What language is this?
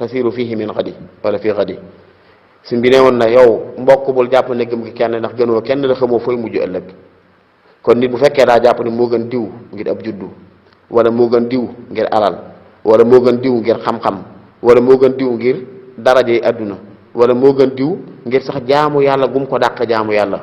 Wolof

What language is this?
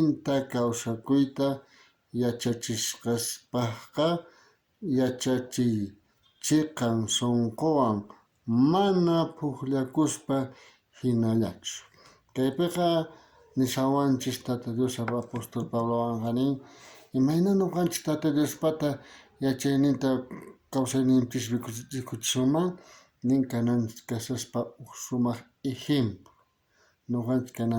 South Bolivian Quechua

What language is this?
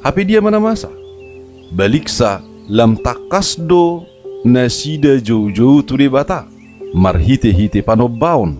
Batak Toba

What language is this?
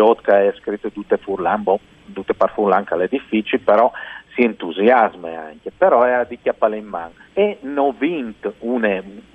Friulian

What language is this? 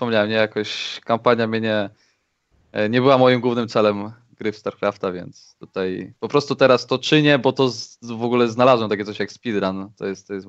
Polish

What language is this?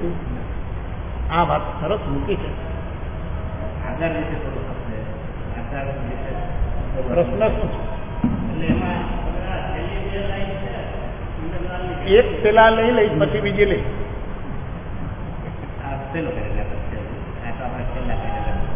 Gujarati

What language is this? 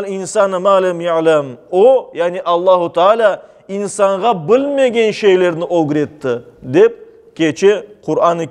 Crimean Tatar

